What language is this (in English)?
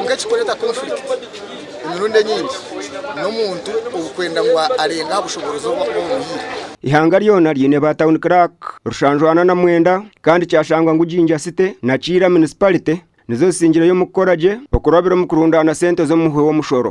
Nyankole